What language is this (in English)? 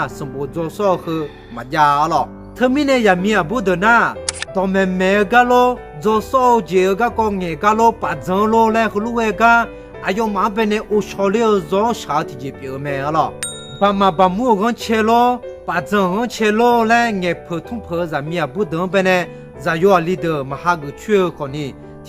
Akha